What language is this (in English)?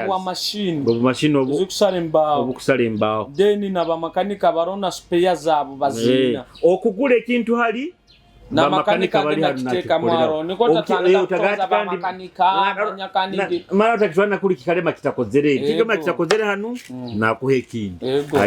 Nyoro